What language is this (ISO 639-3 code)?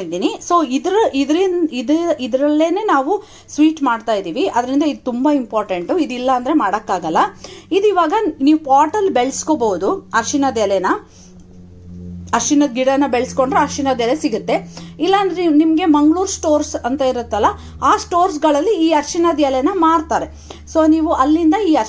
kan